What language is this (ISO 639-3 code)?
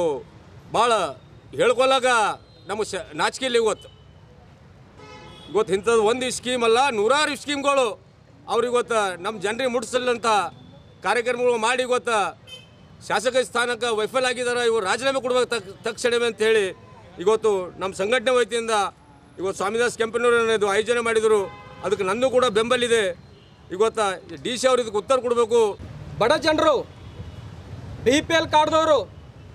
kan